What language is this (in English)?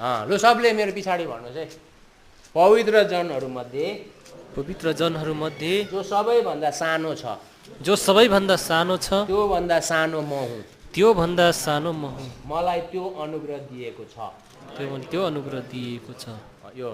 Nepali